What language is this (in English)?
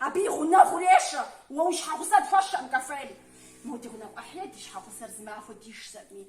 Kabardian